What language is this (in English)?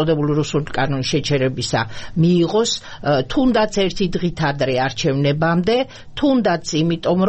Georgian